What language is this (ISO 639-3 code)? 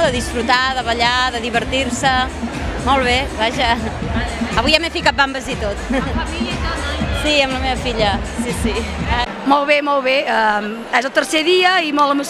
cat